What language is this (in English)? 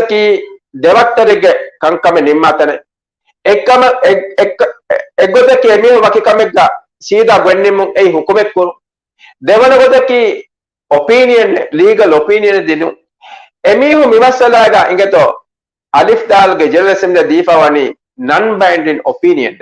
Divehi